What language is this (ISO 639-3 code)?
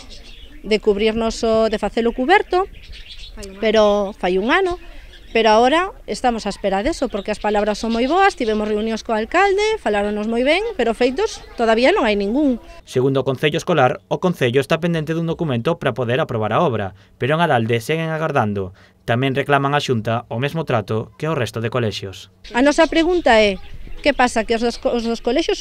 glg